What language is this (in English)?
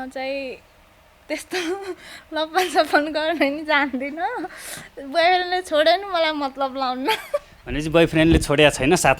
Nepali